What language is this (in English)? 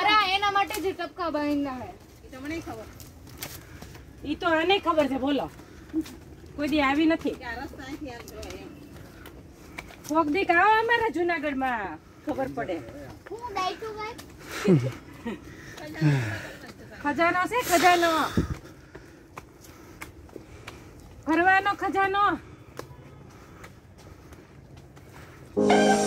Gujarati